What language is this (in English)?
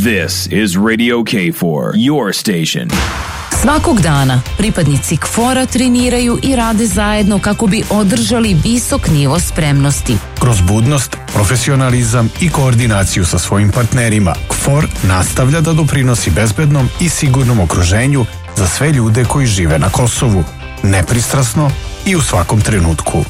Serbian